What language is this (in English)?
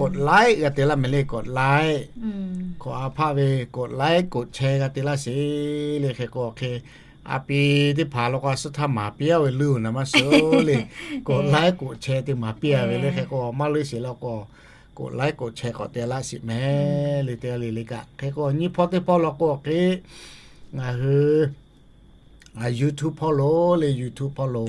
Lahu